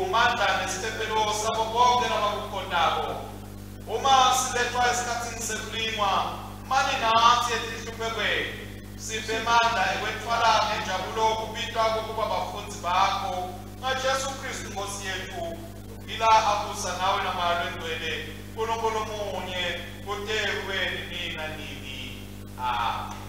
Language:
Swati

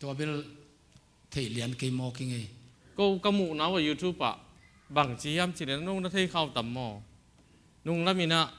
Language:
Tedim Chin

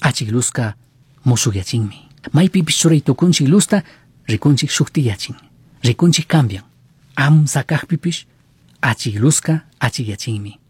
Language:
Chimborazo Highland Quichua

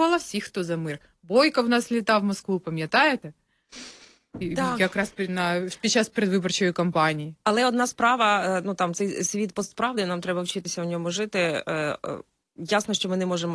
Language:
Ukrainian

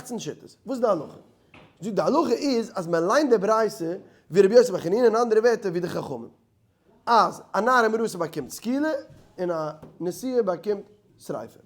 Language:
Yiddish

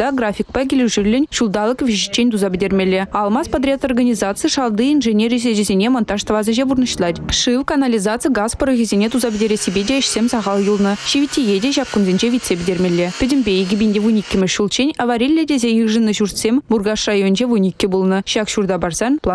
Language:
Chuvash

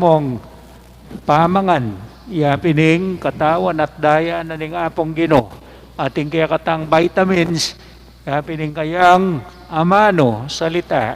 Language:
Pampanga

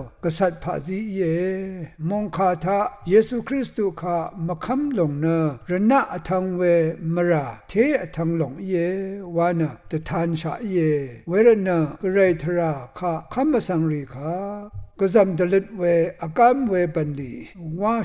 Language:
Rawang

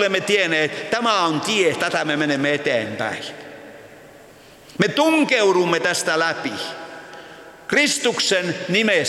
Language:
Finnish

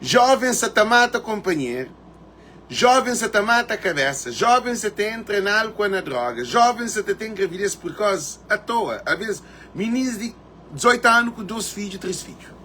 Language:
Kabuverdianu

